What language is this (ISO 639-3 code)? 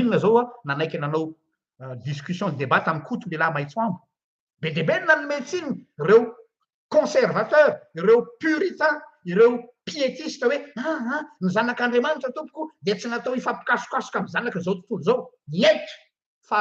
mlg